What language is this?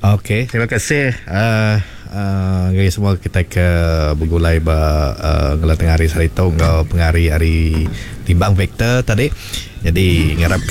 Iban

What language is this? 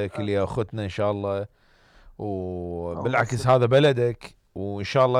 Mesopotamian Arabic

